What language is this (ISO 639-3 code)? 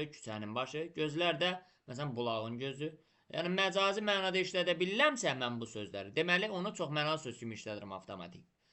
aze